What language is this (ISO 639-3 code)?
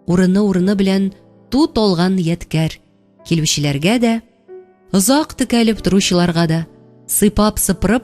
tat